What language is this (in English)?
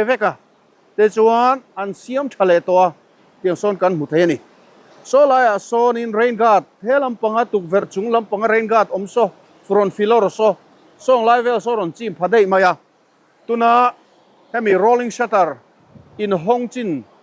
Mizo